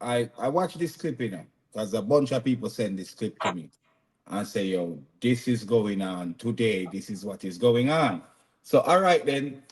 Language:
Jamaican Creole English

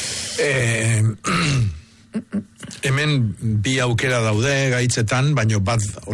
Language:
Basque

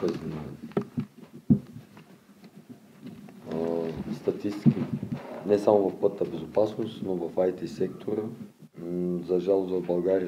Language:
Bulgarian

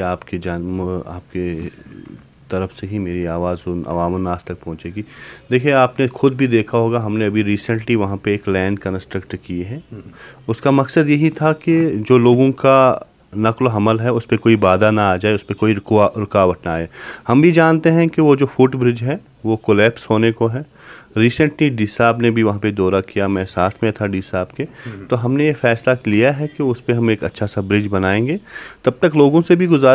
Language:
Urdu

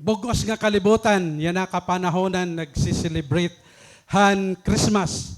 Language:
Waray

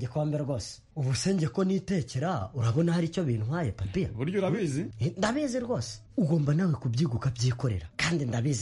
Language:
Kinyarwanda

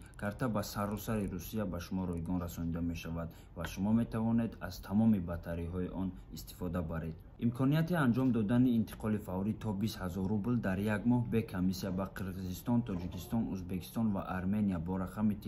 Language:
Tajik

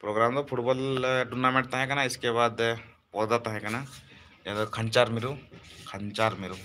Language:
Santali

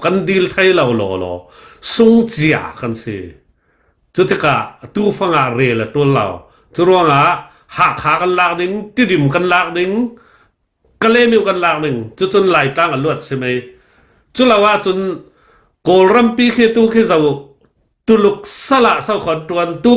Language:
Falam Chin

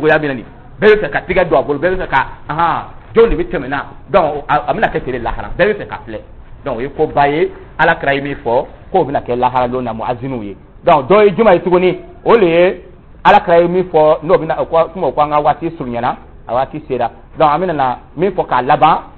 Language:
Dyula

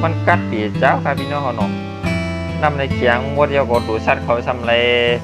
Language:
Shan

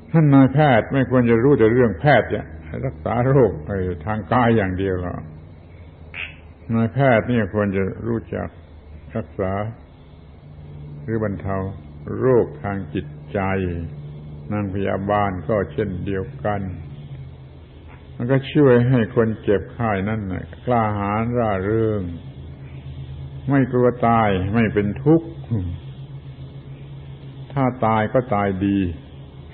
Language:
Thai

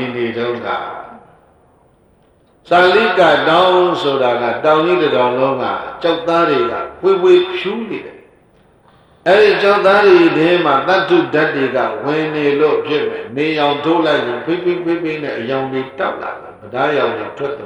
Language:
Burmese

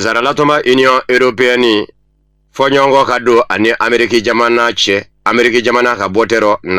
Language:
Bambara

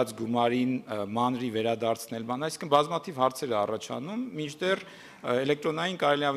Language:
Armenian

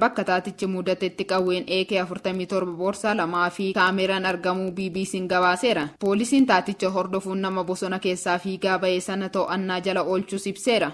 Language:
Oromo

